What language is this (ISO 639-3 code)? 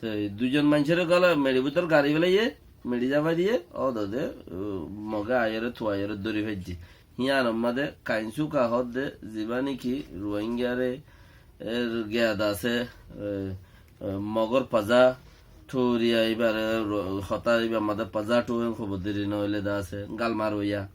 rhg